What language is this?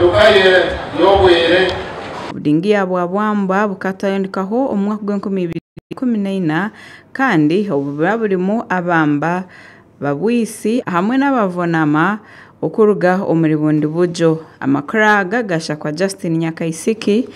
Nyankole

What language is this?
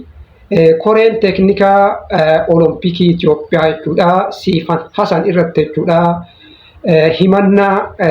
Oromo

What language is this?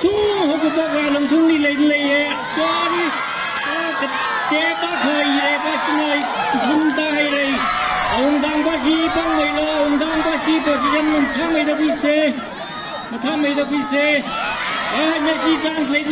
Tangkhul Naga (India)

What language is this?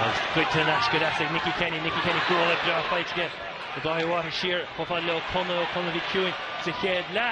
Irish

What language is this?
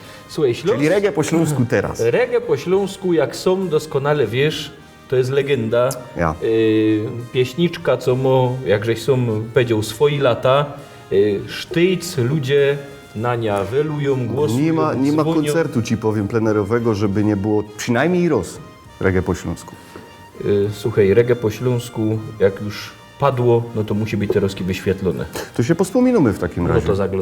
Silesian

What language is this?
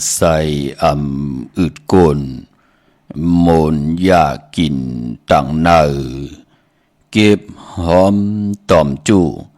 Shan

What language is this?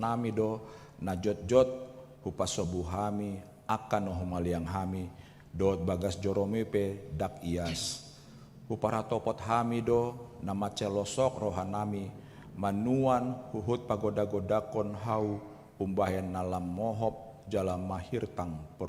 Batak Toba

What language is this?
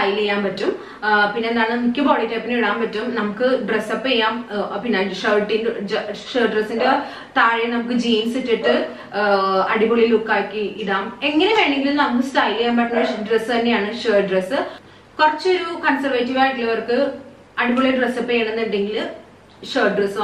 Malayalam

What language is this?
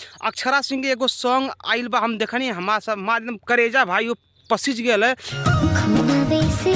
Bhojpuri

